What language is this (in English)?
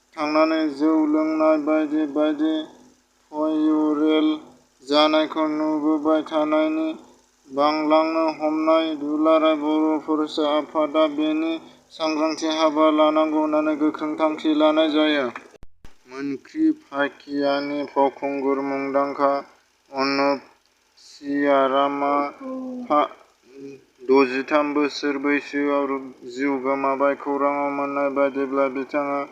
Bodo